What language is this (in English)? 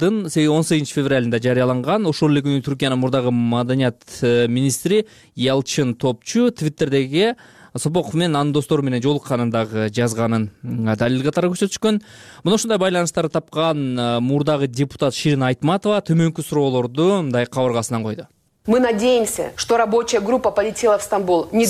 Kyrgyz